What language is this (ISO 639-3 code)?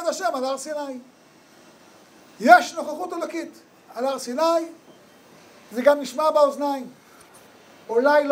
heb